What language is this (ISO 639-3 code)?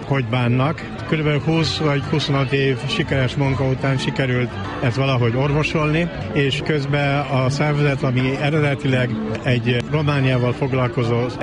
hun